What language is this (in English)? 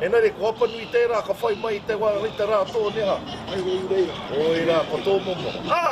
Māori